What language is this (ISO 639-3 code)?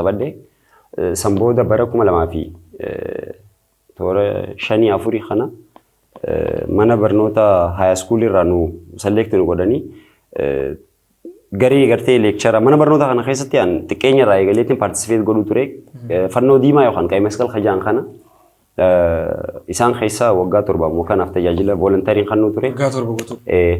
orm